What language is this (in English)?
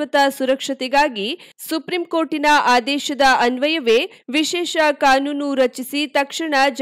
Kannada